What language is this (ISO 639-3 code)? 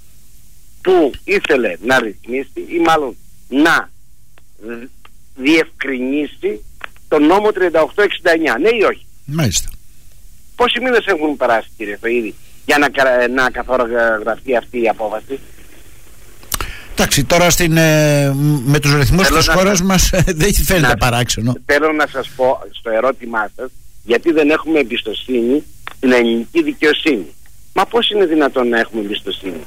ell